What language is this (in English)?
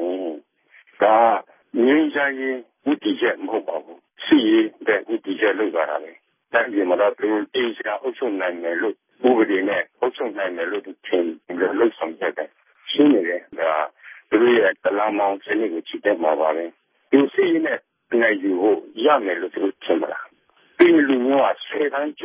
Burmese